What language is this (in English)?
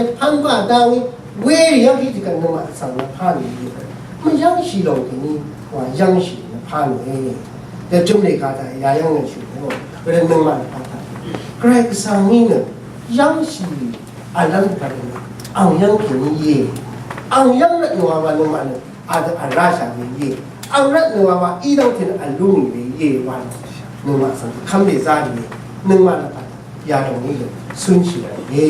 Rawang